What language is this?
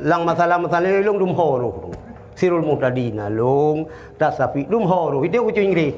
Achinese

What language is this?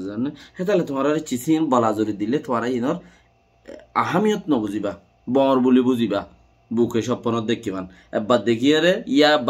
Rohingya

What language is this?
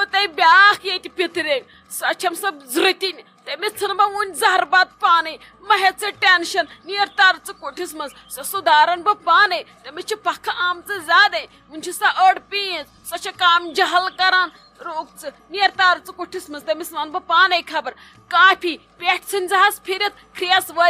Kashmiri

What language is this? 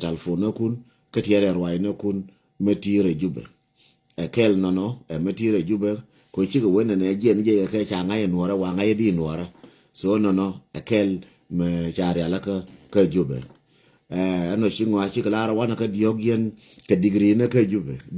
Nuer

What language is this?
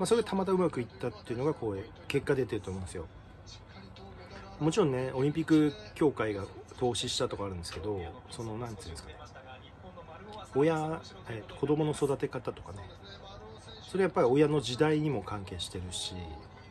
Japanese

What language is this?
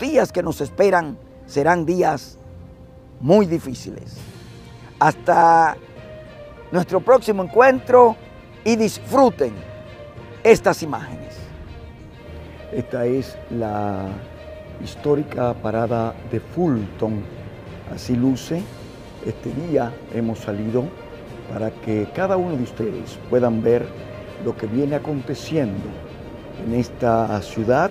Spanish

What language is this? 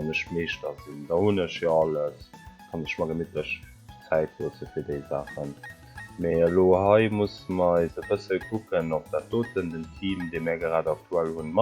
Luxembourgish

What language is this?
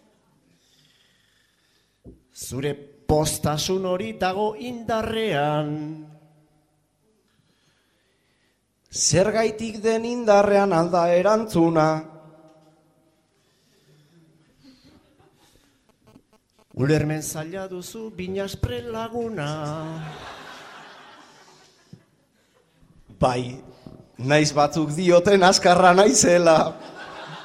Basque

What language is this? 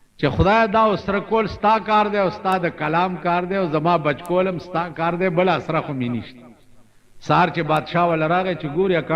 Pashto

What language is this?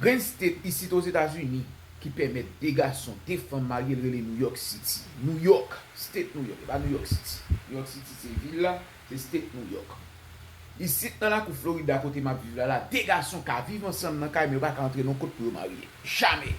Haitian Creole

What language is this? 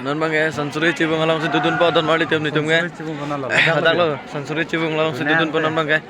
Karbi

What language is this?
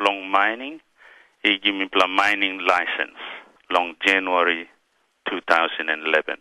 Tok Pisin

